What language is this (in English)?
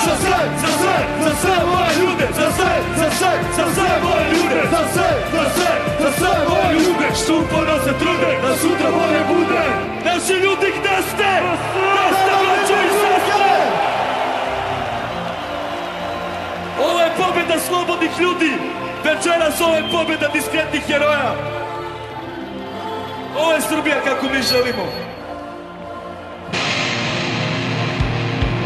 Basque